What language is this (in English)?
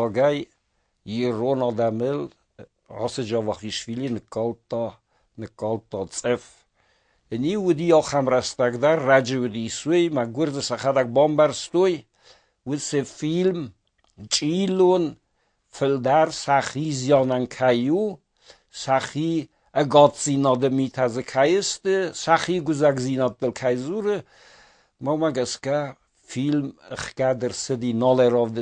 Ossetic